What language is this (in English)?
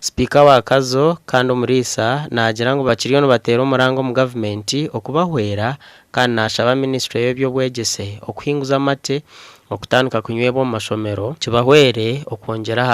Nyankole